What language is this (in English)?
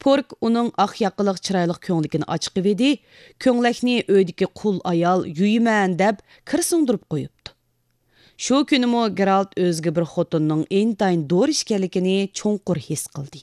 Uyghur